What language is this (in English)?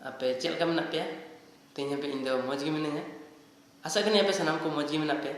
Santali